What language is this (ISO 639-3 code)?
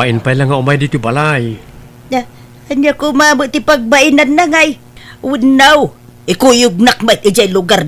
ilo